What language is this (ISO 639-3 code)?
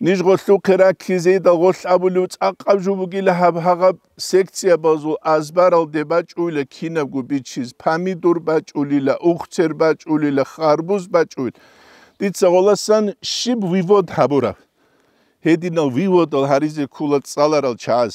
ava